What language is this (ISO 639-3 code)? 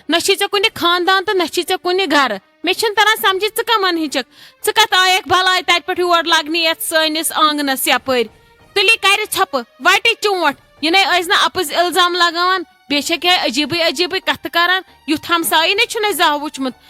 kas